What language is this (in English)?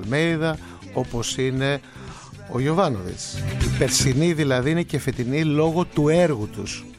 Greek